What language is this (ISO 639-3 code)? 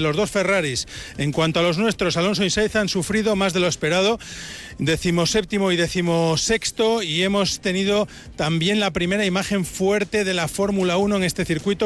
spa